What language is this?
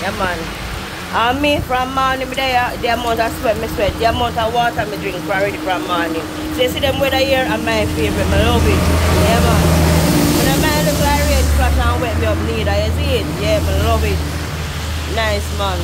Jamaican Creole English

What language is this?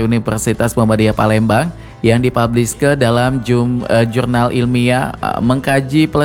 Indonesian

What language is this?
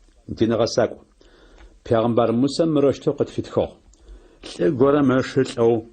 Adyghe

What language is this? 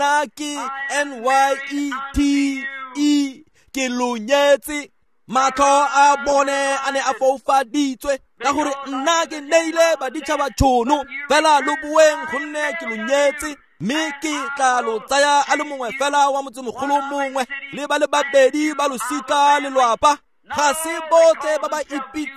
Tswana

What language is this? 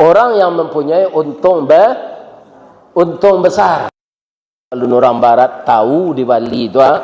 Minangkabau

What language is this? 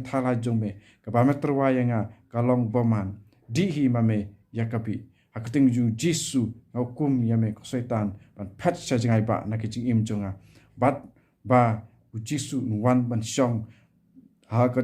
Khasi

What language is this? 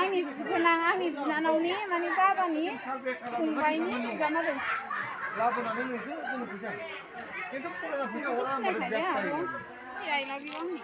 Bodo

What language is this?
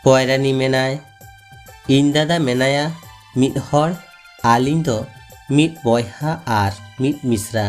Santali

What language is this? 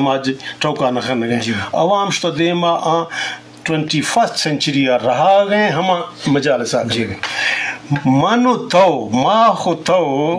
Eastern Balochi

